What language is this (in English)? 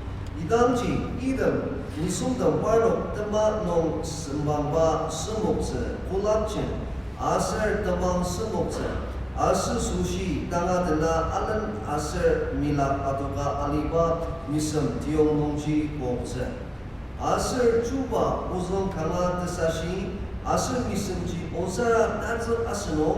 Ao Naga